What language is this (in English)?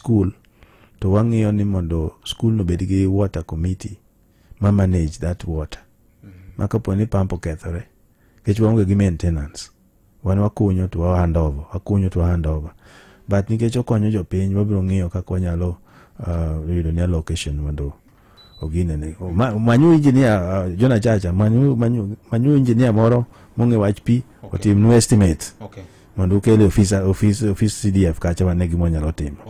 Luo (Kenya and Tanzania)